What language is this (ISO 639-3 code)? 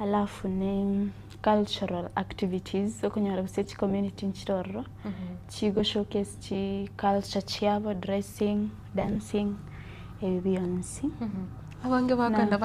guz